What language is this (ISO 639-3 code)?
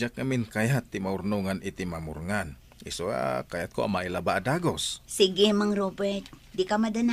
ilo